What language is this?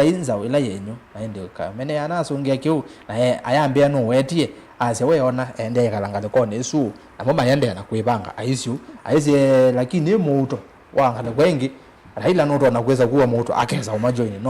Kamba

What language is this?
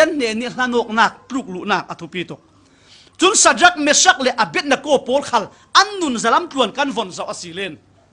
Falam Chin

